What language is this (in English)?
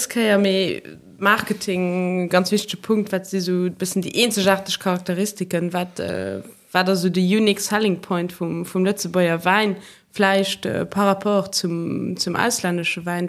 Luxembourgish